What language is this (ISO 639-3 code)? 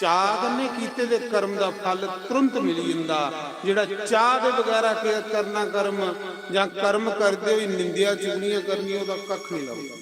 doi